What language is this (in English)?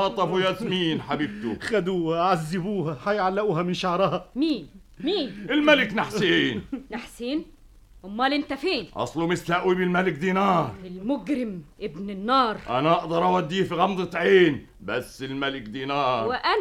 Egyptian Arabic